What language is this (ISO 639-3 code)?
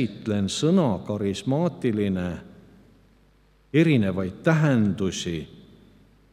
est